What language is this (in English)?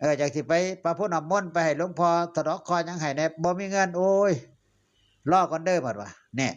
Northeastern Thai